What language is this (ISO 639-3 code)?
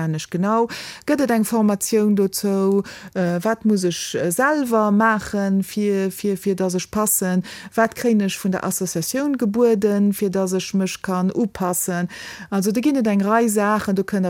ltz